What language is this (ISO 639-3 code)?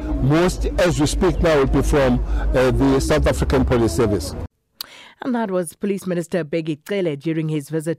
eng